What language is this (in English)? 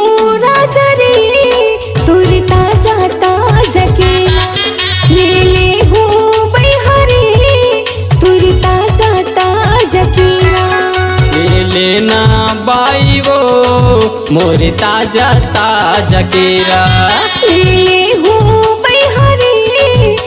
Chhattisgarhi